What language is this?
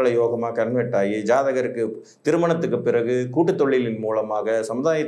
Tamil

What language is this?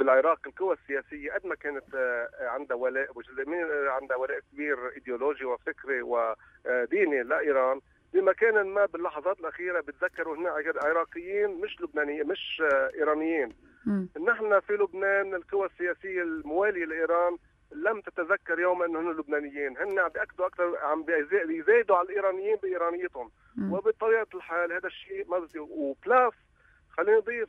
North Levantine Arabic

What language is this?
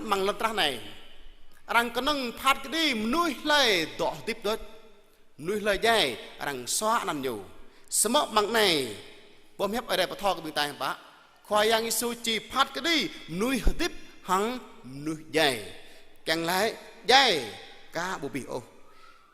Jarai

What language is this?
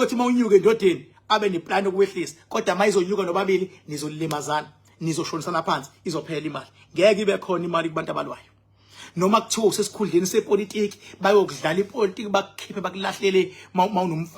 Zulu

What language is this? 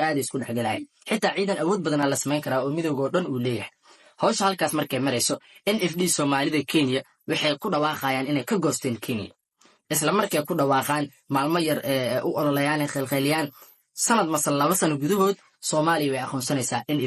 Somali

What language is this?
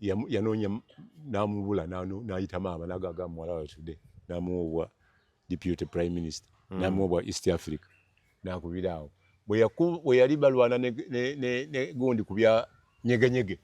Ganda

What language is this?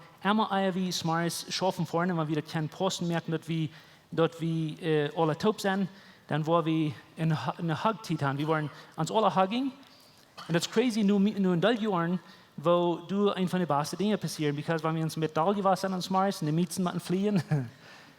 Plautdietsch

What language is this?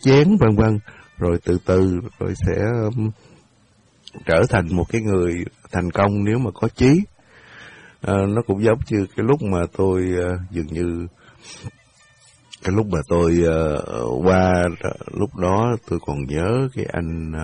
Vietnamese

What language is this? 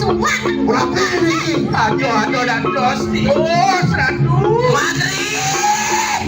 Balinese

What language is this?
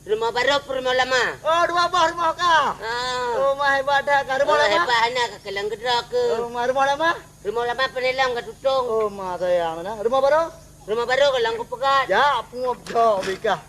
Achinese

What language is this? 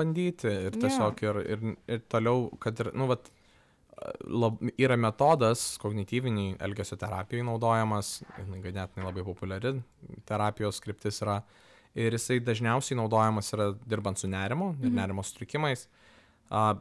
Lithuanian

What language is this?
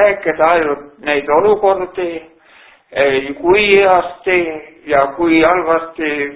Estonian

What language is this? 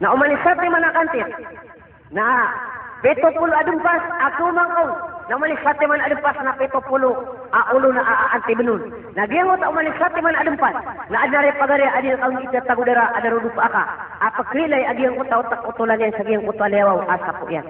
Maranao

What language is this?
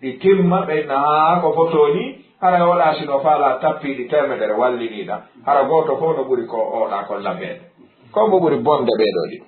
Fula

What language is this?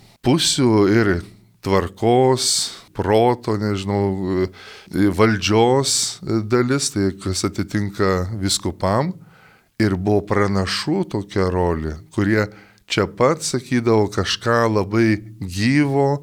Lithuanian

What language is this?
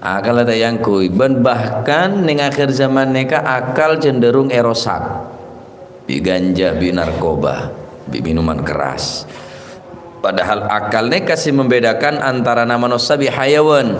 Madurese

